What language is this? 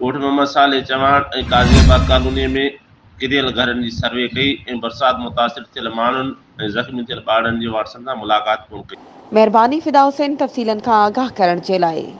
Sindhi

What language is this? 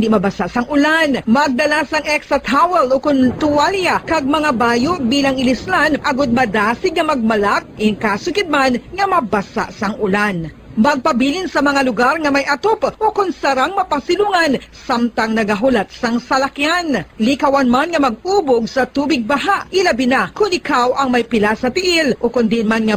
Hiligaynon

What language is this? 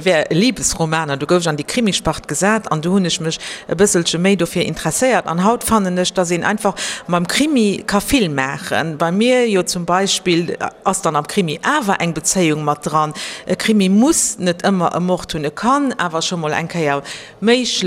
Luxembourgish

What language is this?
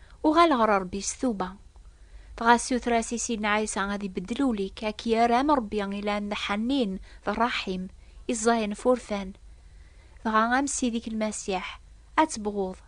Kabyle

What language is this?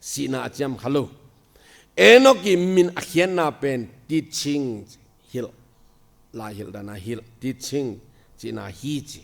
Tedim Chin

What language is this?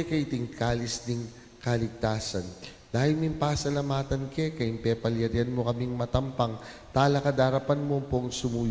Pampanga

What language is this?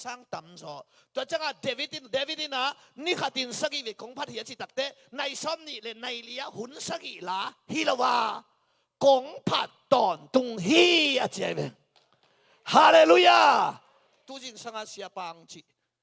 Tedim Chin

